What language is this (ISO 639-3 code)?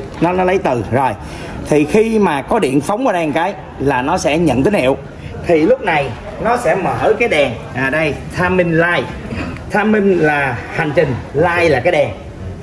vie